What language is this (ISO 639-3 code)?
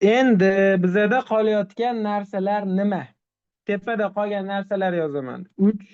uzb